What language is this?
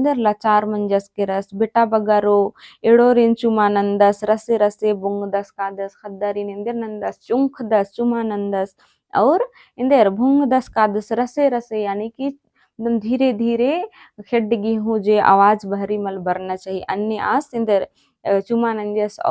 Kurukh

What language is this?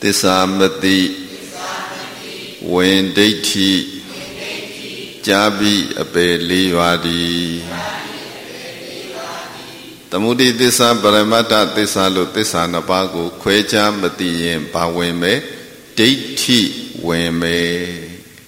Burmese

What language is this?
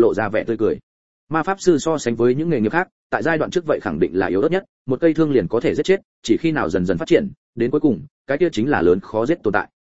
Vietnamese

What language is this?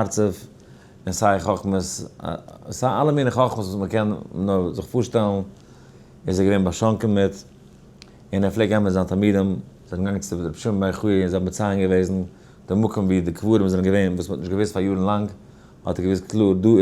Yiddish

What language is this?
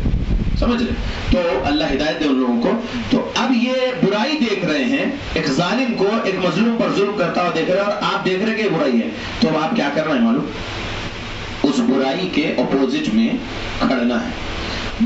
Urdu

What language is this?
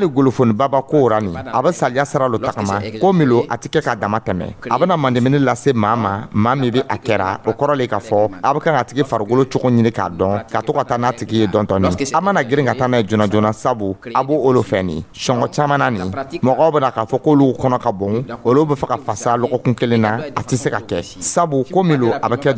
Dyula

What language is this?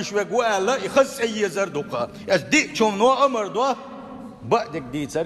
Chechen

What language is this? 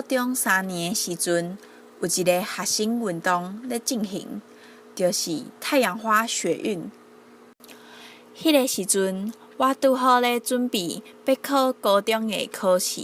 Min Nan Chinese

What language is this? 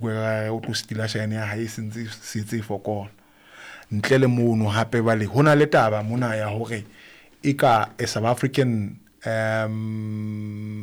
Southern Sotho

